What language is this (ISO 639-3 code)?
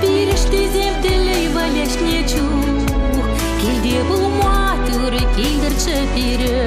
chv